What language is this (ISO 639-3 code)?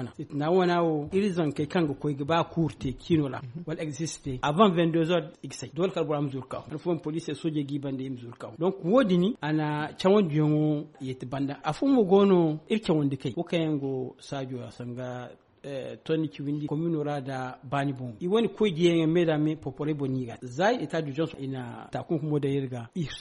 dje